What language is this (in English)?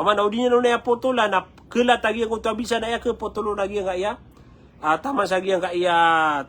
Maranao